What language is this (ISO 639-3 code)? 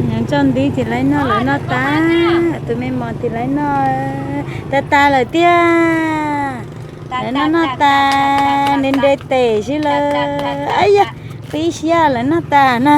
hmn